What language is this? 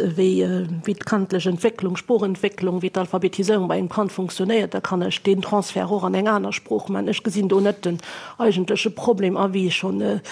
Luxembourgish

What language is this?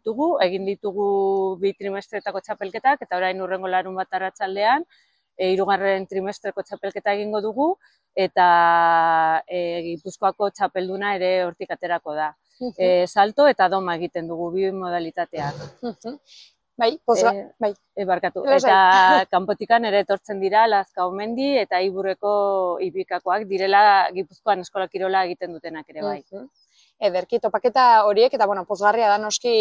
Basque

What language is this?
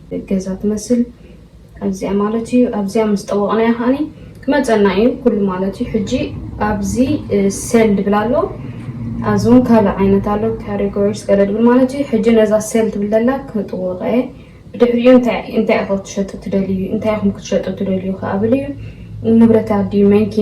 Tigrinya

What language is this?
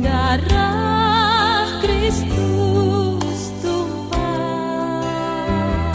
Batak Simalungun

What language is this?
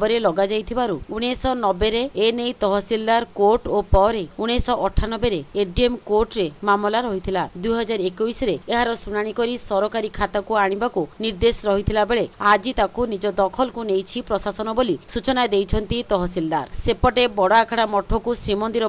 Odia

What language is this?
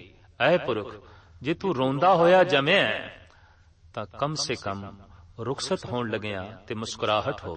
Punjabi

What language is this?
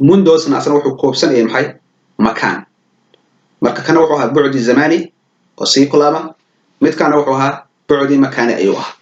Somali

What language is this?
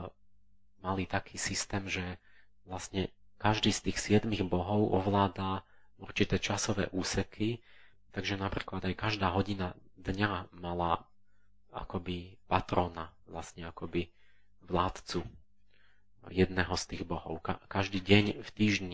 Slovak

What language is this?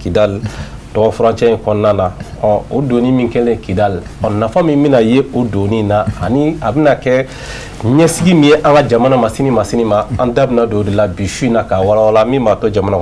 Bambara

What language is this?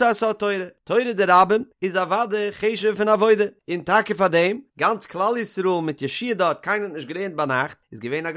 Yiddish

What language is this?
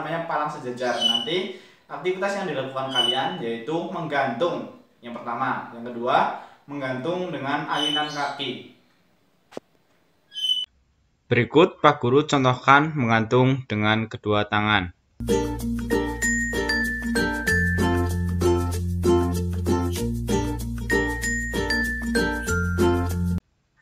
Indonesian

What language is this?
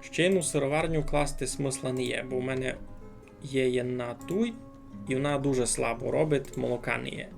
Rusyn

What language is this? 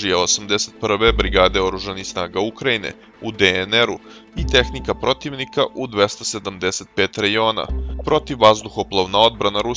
Serbian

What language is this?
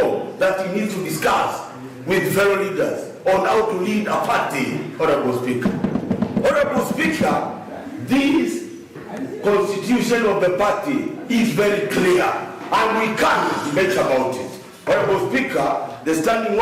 Kamba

